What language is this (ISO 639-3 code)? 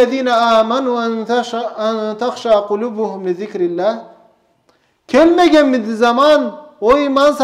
krc